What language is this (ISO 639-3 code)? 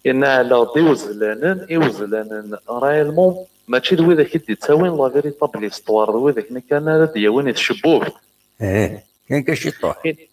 kab